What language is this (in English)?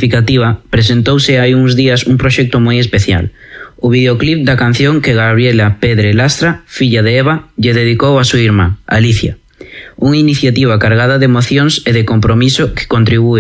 Galician